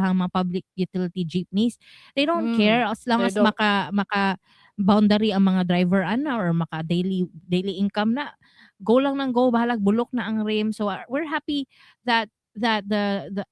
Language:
Cebuano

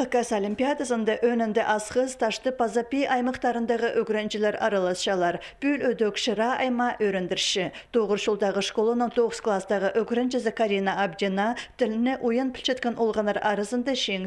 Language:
Khakas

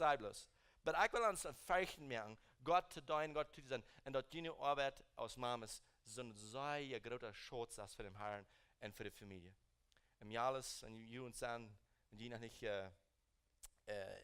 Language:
Plautdietsch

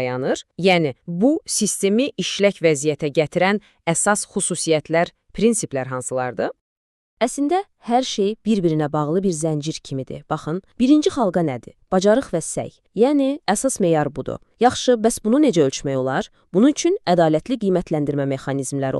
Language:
Azerbaijani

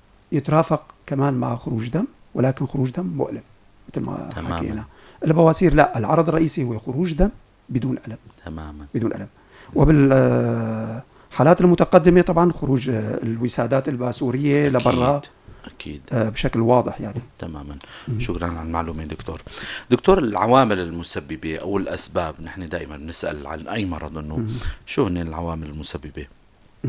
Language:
North Levantine Arabic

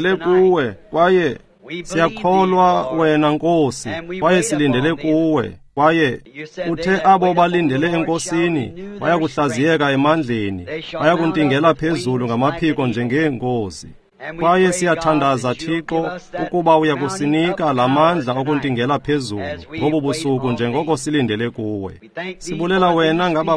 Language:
Xhosa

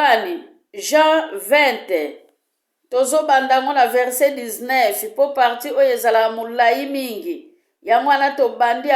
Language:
Lingala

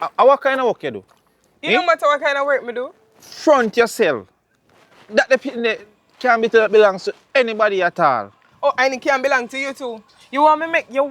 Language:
Jamaican Creole English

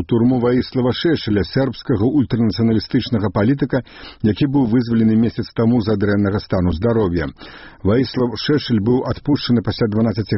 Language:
Belarusian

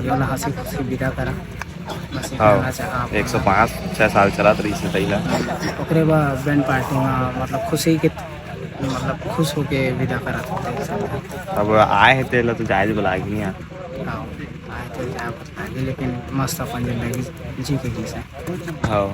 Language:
Chhattisgarhi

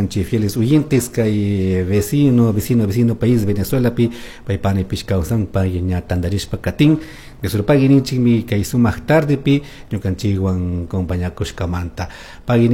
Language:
Chimborazo Highland Quichua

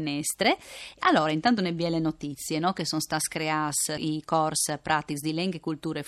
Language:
Friulian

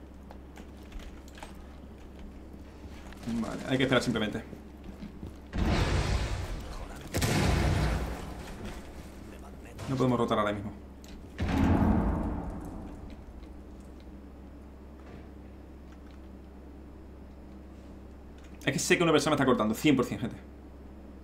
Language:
Spanish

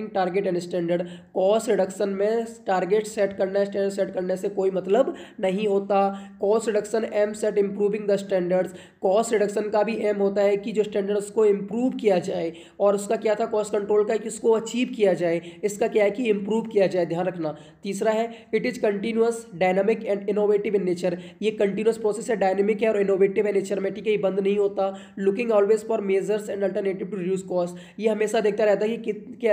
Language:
Hindi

